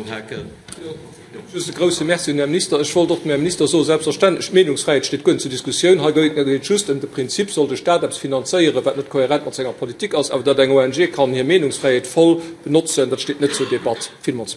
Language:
Luxembourgish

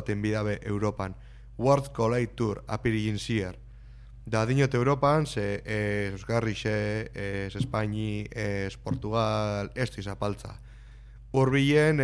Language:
Basque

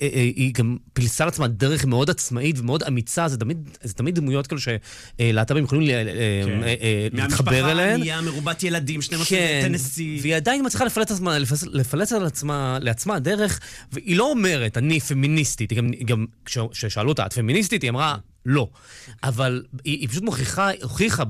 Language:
Hebrew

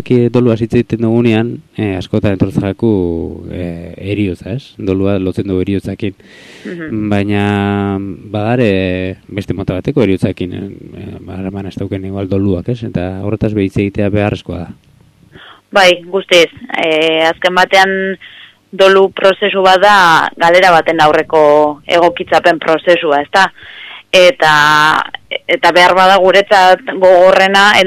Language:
Basque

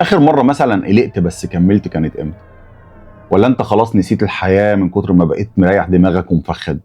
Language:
Egyptian Arabic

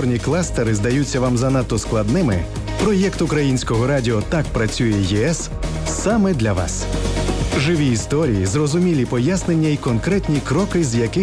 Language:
Ukrainian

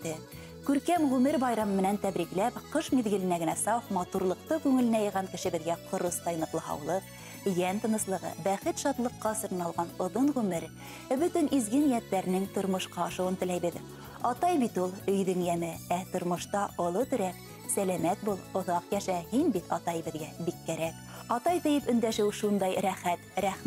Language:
Bashkir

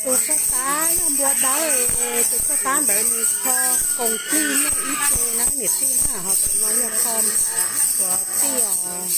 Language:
Hmong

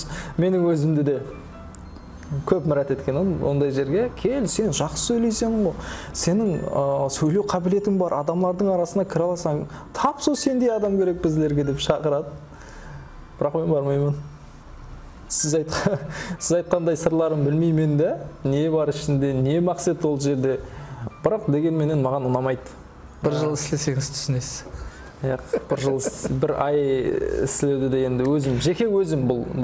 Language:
Kara-Kalpak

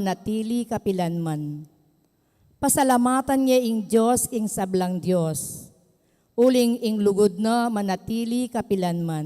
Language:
Pampanga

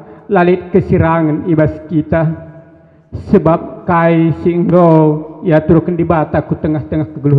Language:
Batak Karo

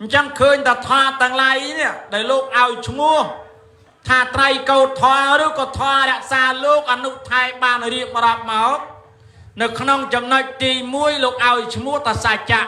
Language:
Khmer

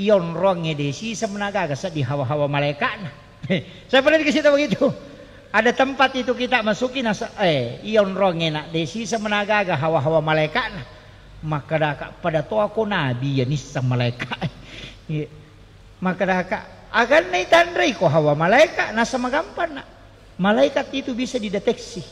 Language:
Buginese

